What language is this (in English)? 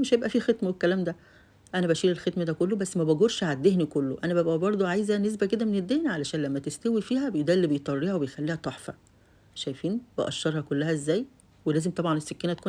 Egyptian Arabic